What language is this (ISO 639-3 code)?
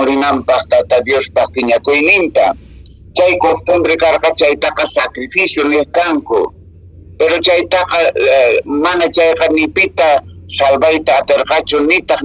que